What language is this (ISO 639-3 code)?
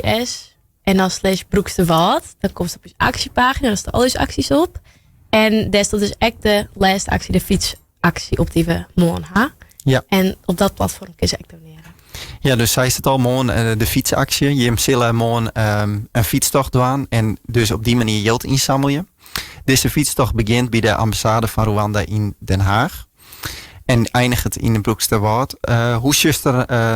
fry